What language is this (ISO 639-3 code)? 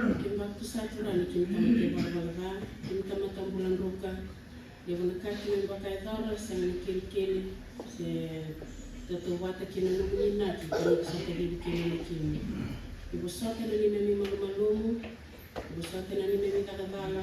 fij